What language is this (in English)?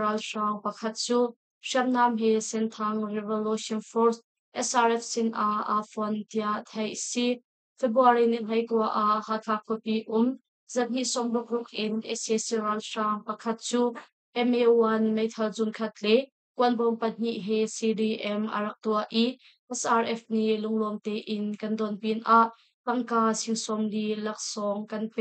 Hakha Chin